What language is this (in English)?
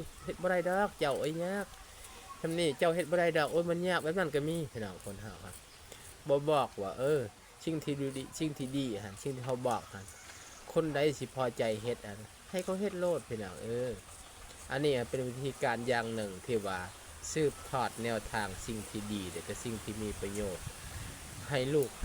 Lao